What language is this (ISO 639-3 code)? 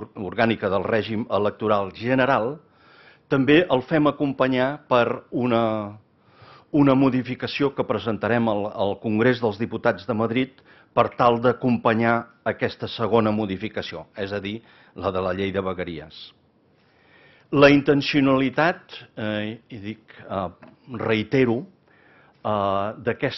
cat